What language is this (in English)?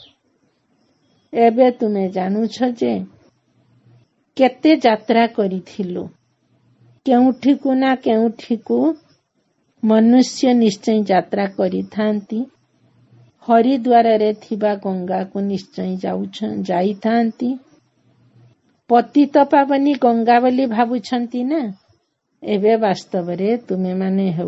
Odia